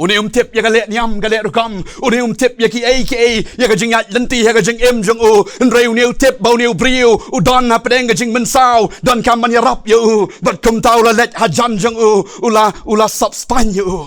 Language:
Khasi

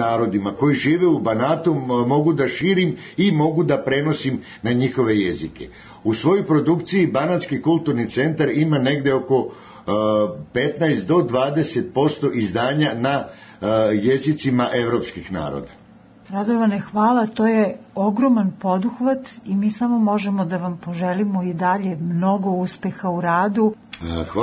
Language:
Serbian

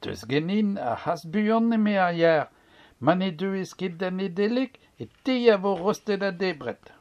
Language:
Breton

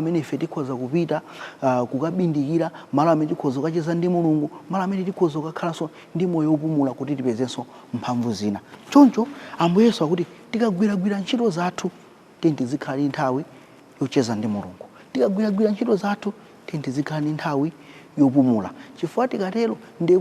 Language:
Nyanja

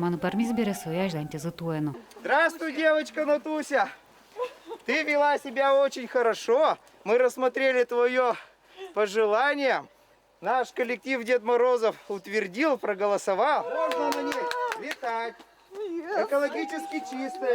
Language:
Udmurt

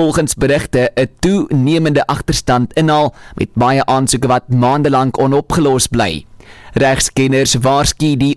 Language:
Afrikaans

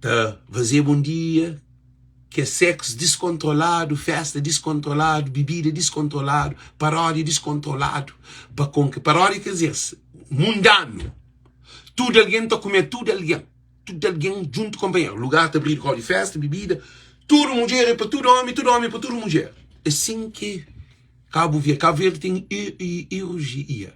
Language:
Kabuverdianu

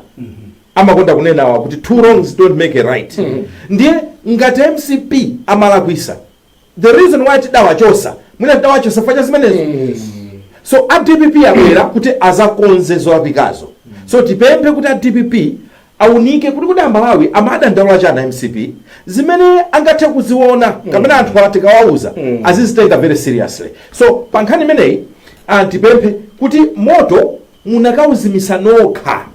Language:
Nyanja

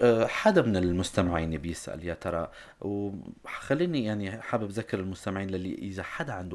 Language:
North Levantine Arabic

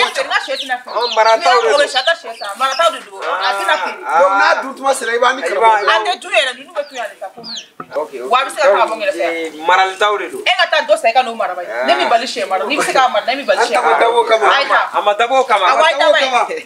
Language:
Bambara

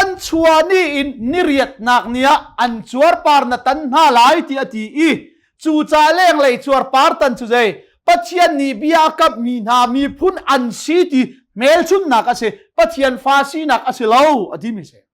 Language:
Hakha Chin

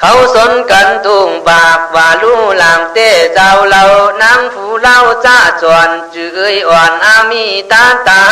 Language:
Khün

